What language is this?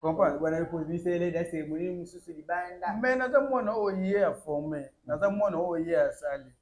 Lingala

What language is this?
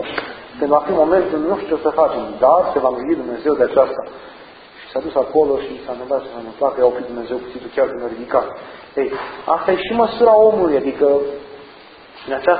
Romanian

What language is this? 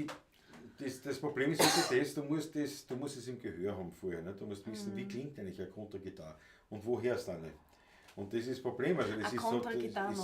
Bavarian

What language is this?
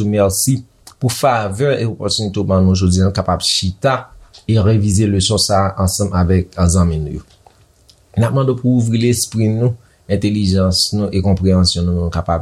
Haitian Creole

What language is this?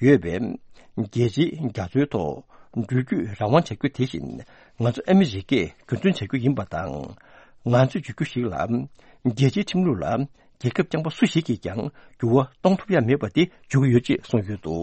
Tibetan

